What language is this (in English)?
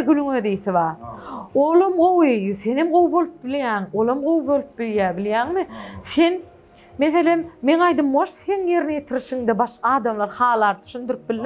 Turkmen